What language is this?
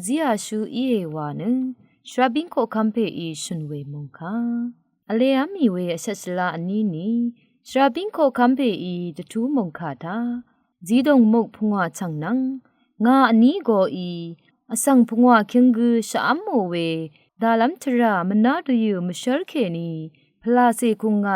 Rawang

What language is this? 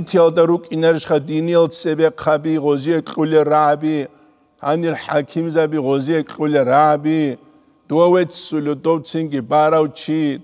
Avaric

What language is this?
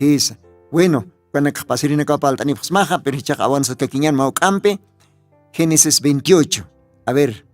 Aymara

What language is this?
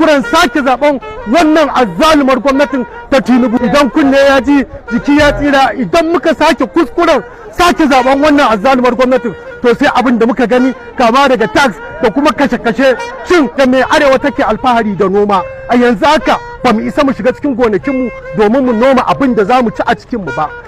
Hausa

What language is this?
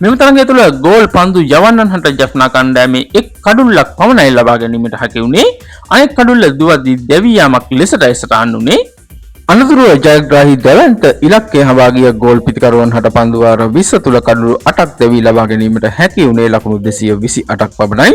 Sinhala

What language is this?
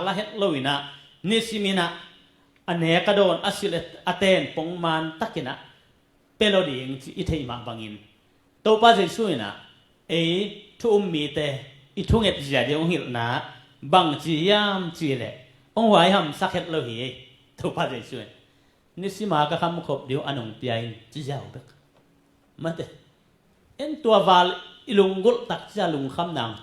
Tedim Chin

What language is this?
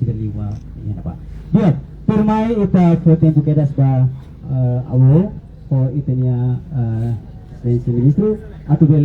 Tetum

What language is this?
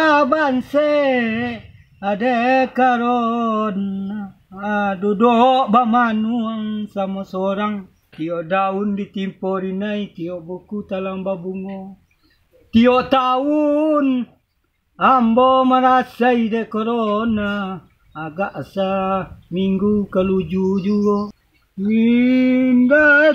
Minangkabau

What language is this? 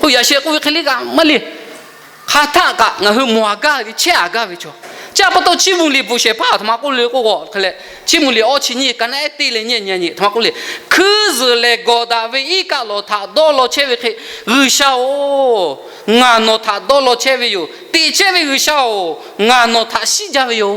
Lahu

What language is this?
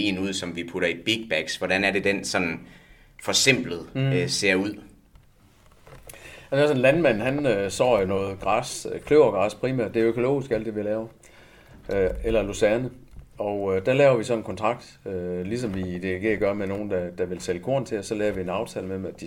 Danish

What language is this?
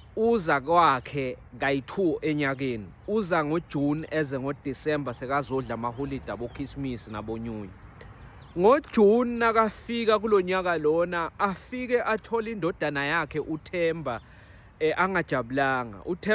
Zulu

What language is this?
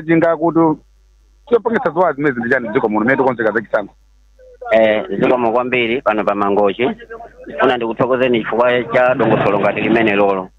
Nyanja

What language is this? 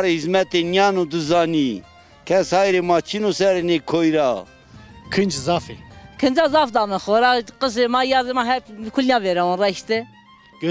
Zaza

